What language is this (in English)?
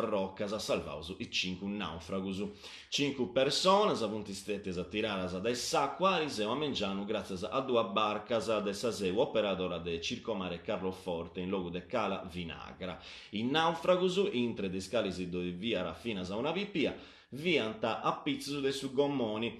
Sardinian